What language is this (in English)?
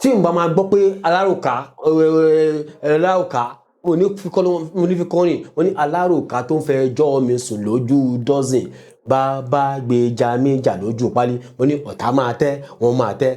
Yoruba